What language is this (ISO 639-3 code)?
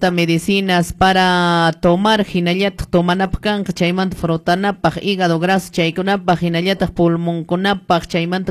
que